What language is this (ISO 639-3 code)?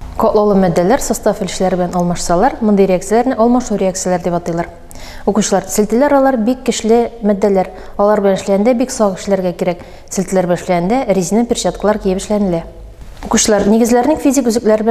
tat